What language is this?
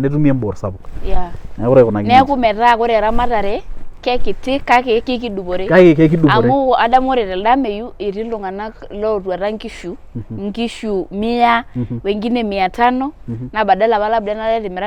Masai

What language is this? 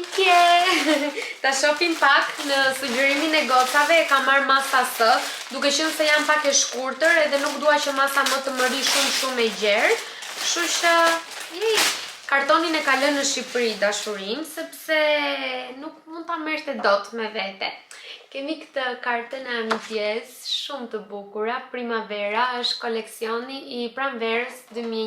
Albanian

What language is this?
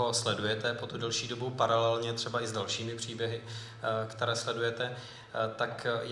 Czech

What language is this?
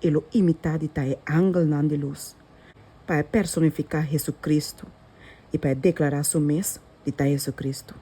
Papiamento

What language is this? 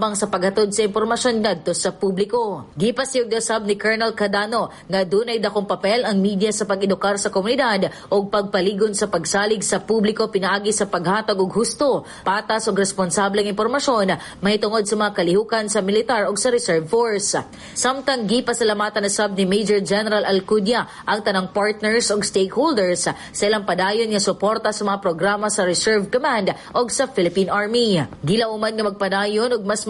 Cebuano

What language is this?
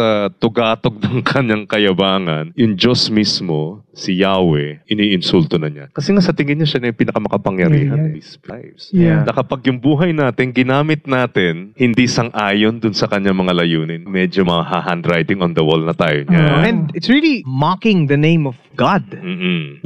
Filipino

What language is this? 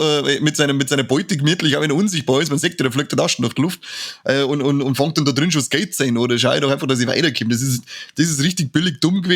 Bavarian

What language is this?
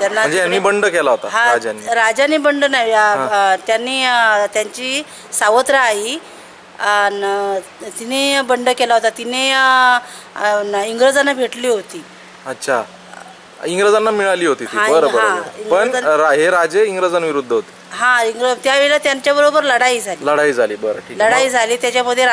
Marathi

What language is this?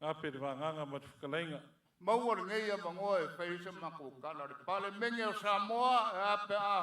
Samoan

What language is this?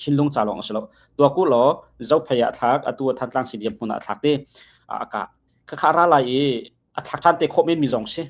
Hakha Chin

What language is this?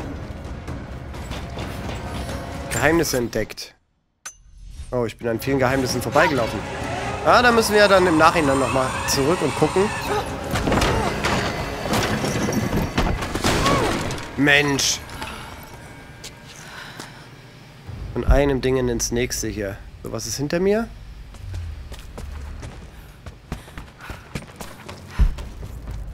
German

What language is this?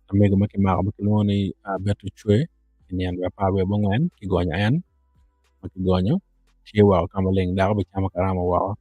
Acoli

